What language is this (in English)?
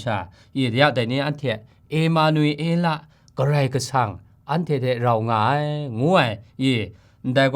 Kachin